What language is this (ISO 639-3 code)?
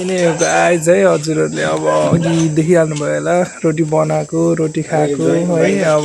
nep